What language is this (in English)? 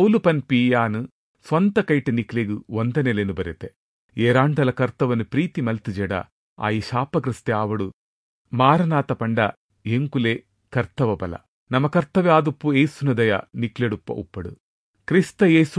Tulu